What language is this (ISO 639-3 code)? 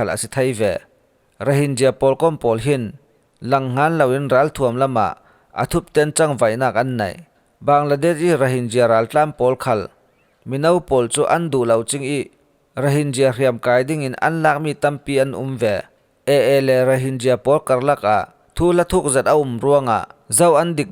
cfm